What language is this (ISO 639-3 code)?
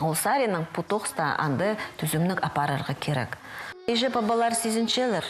kjh